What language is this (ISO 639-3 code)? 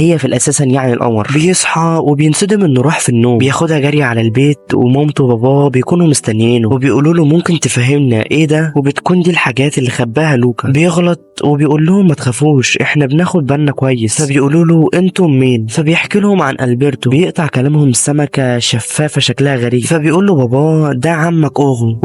arz